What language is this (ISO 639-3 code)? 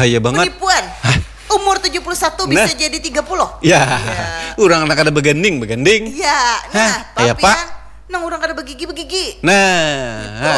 bjn